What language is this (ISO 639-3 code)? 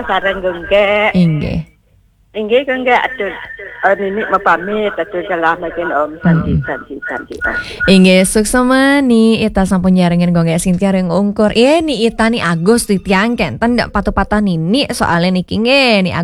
ban